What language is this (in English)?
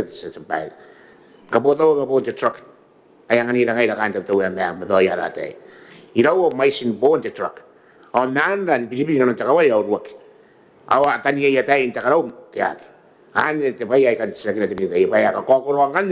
Gilbertese